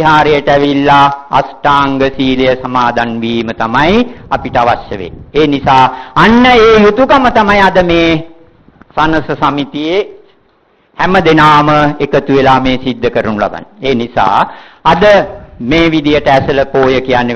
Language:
Sinhala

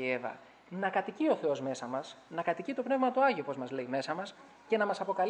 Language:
Greek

